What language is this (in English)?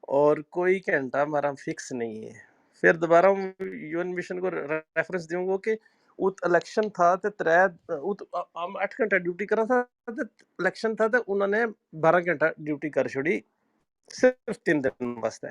Gujari